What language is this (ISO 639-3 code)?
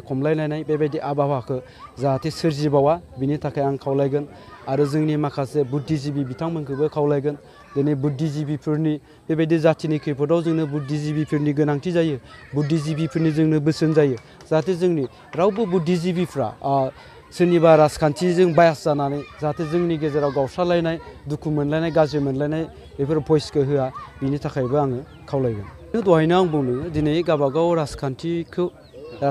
brx